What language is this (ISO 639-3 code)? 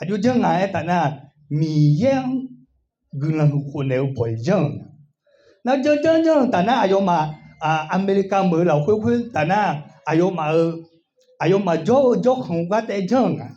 ahk